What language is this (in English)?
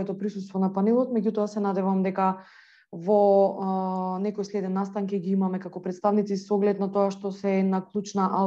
Macedonian